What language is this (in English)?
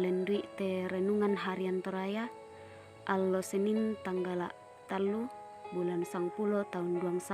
Toraja-Sa'dan